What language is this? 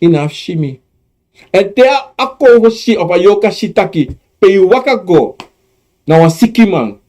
Sranan Tongo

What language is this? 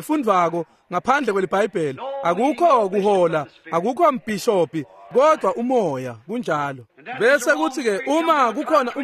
Swati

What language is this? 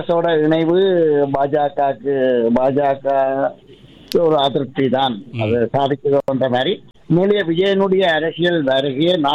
Tamil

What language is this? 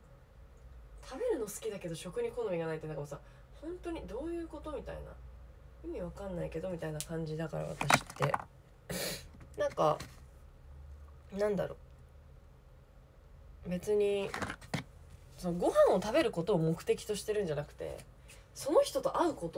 Japanese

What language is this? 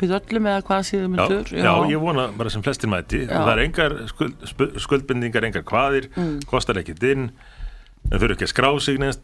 Icelandic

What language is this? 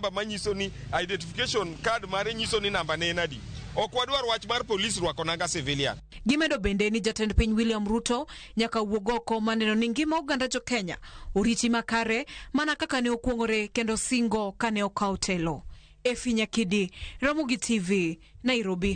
Luo (Kenya and Tanzania)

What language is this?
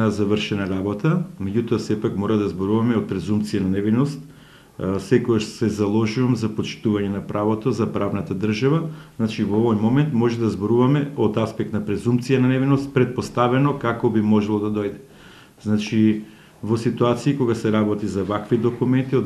Macedonian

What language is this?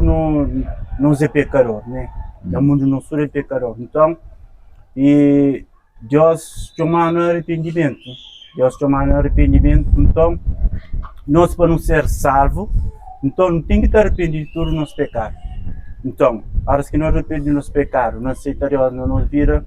Kabuverdianu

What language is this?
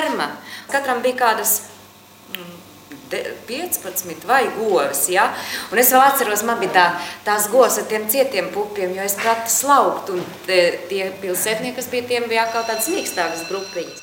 Latvian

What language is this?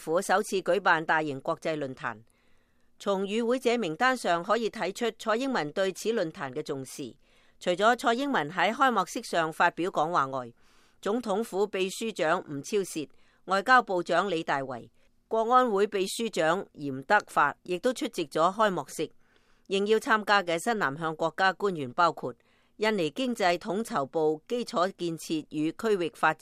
Cantonese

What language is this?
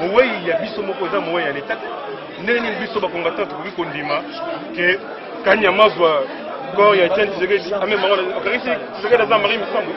Lingala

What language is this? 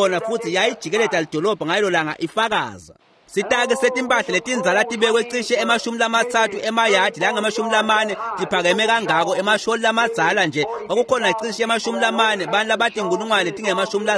Swati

